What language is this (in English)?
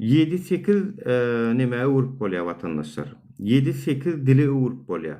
Turkmen